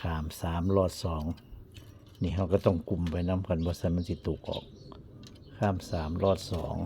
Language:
Northeastern Thai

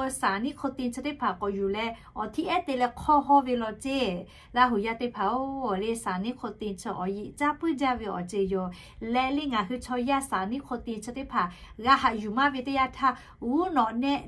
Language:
Lahu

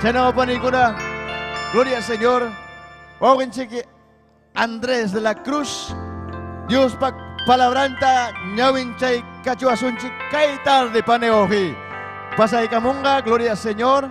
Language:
Ayacucho Quechua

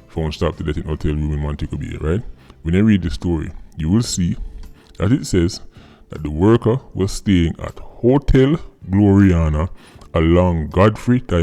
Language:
Jamaican Creole English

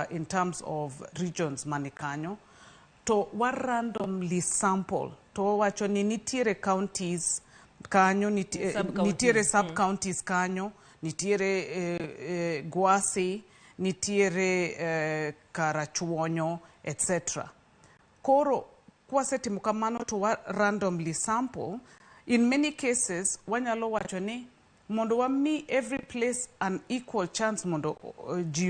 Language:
Luo (Kenya and Tanzania)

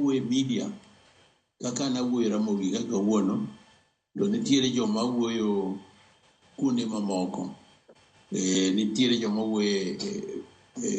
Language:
Luo (Kenya and Tanzania)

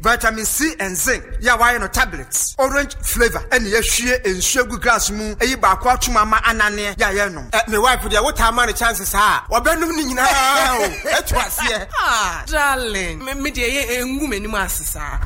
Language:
Akan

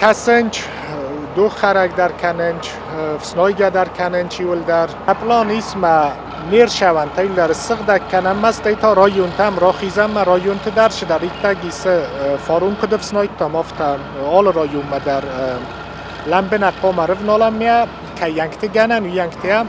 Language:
Ossetic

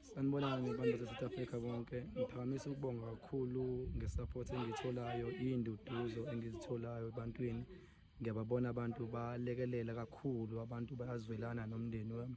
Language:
Zulu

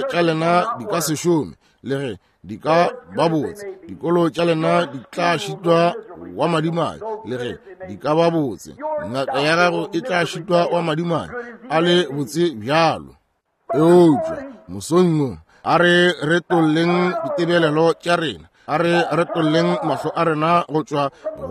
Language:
Northern Sotho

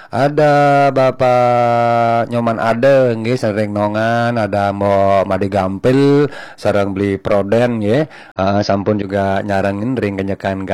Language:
Balinese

